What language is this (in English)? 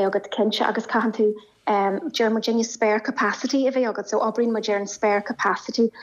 Irish